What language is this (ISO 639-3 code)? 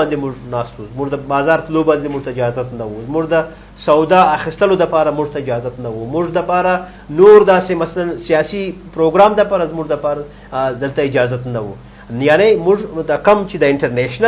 pus